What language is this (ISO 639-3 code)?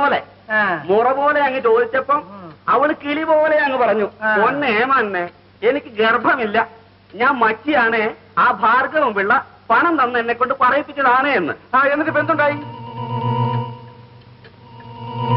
mal